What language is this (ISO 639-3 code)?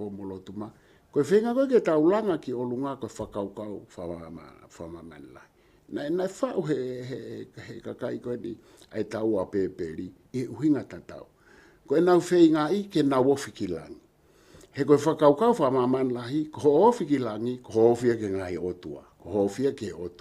ton